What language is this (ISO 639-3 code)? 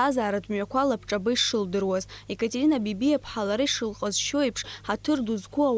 abk